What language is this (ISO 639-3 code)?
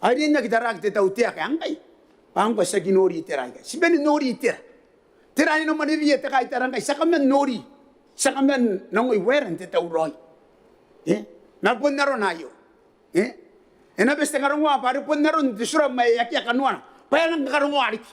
gil